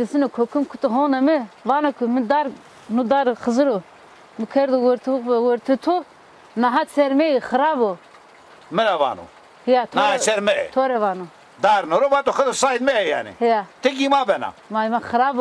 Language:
Zaza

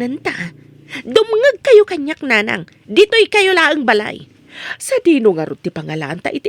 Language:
Iloko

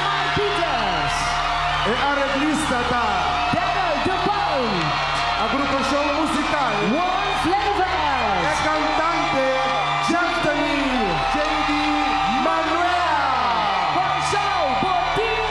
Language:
Papiamento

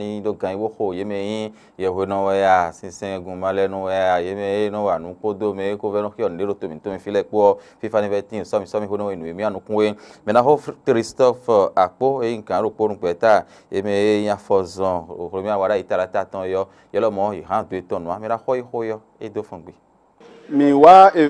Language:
Fon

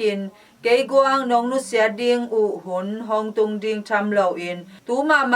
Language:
Tedim Chin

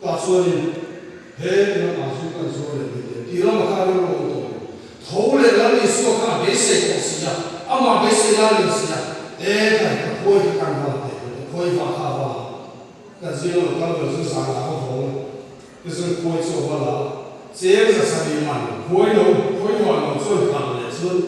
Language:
Mizo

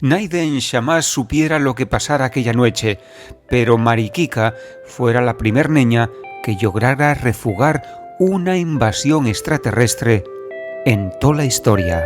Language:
Asturian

